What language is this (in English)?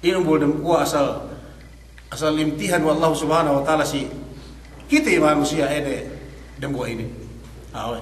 Yakan